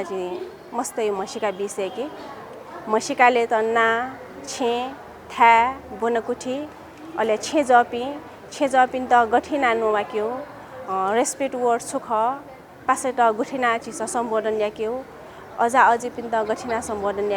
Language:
Newari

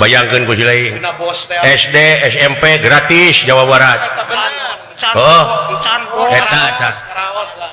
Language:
Sundanese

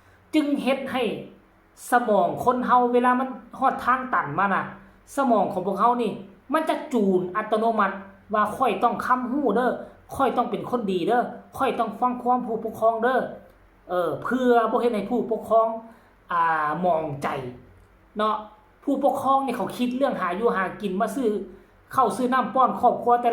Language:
Northeastern Thai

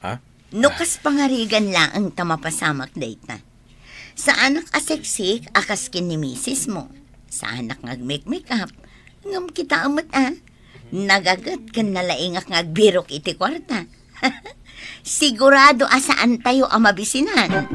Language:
Iloko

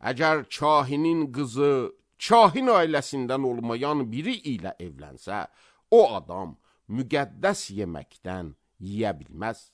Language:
Azerbaijani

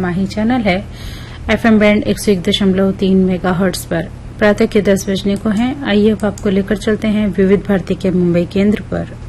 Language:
Hindi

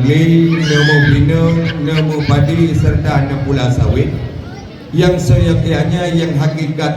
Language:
Achinese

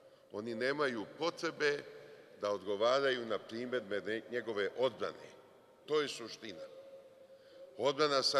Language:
Serbian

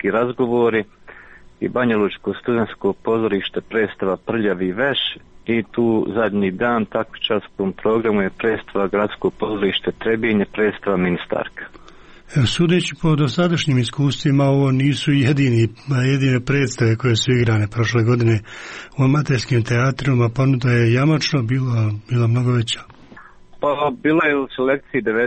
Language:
Serbian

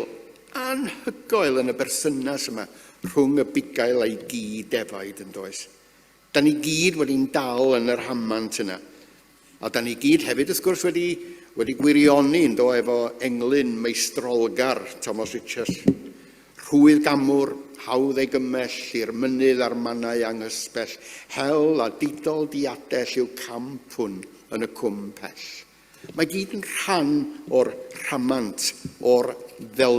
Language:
Welsh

